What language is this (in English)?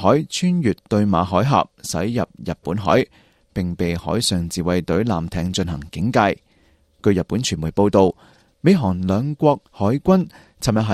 Cantonese